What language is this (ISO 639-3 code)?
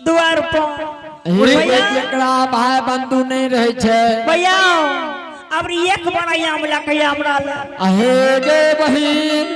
anp